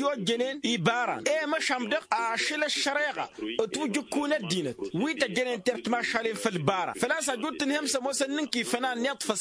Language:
Tamasheq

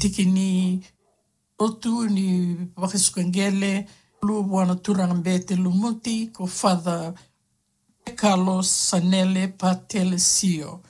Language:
Fijian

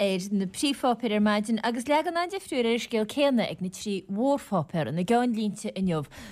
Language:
Irish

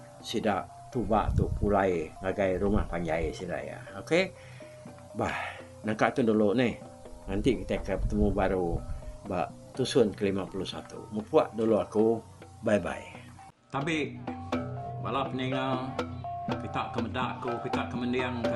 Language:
Iban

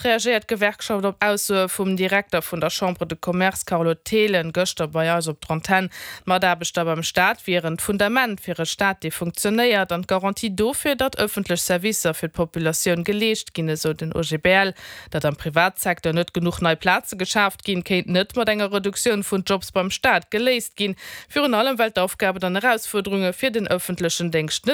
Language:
Luxembourgish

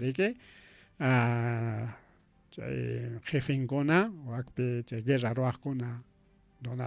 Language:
Ayacucho Quechua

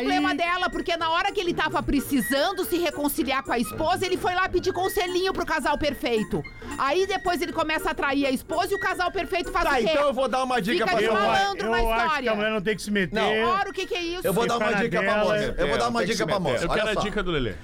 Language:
Portuguese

